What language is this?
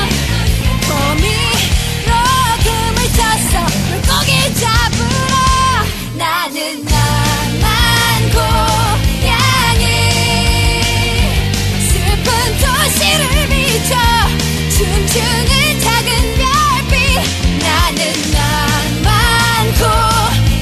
Korean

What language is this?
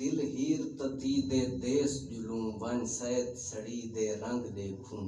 Saraiki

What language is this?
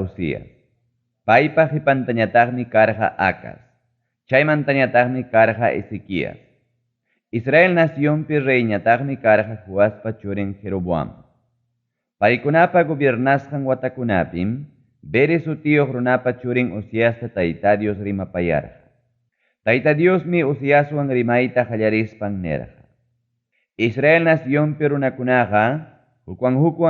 Ayacucho Quechua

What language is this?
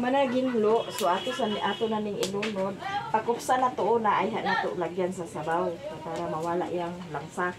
Cebuano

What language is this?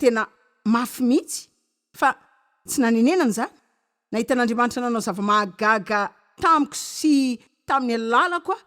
Malagasy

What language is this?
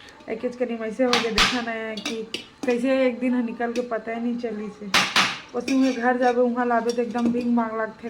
Chhattisgarhi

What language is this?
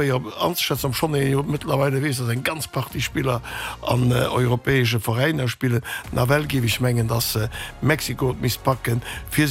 Luxembourgish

